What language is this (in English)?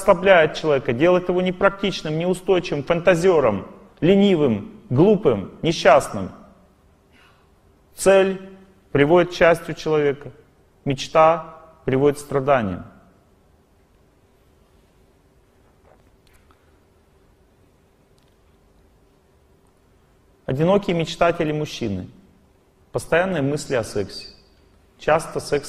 Russian